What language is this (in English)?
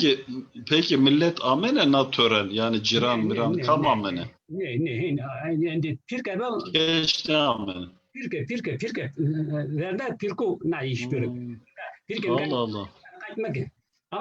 Zaza